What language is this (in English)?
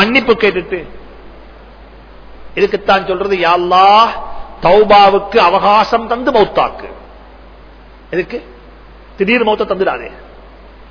Tamil